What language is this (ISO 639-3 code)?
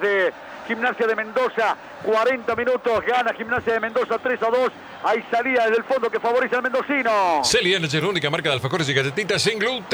spa